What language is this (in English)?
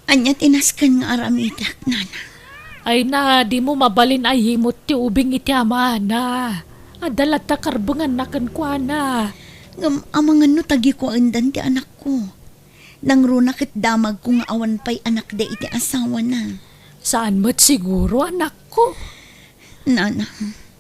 Iloko